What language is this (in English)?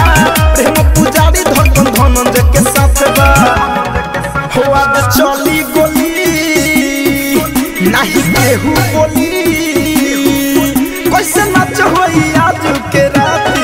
Bhojpuri